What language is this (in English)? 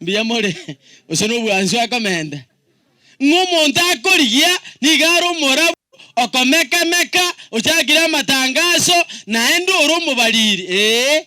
Gusii